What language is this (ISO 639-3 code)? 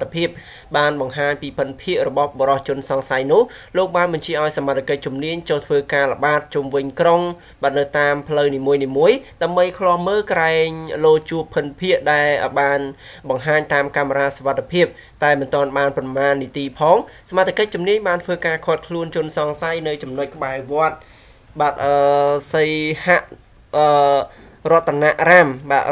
khm